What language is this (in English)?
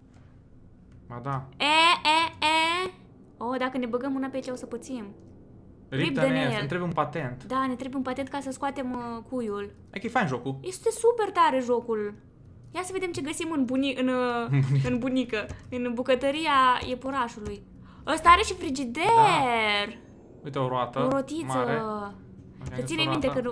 Romanian